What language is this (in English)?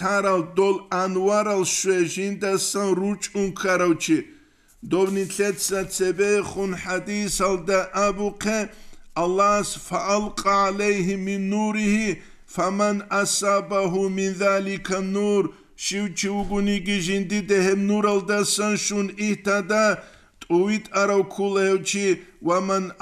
Avaric